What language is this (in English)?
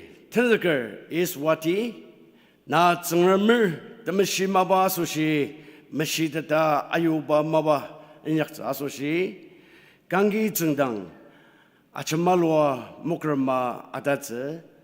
Ao Naga